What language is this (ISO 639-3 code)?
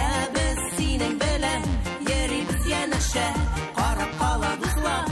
tat